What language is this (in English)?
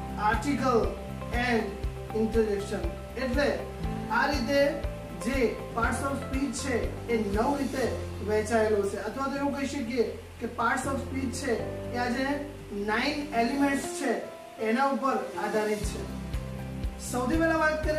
Gujarati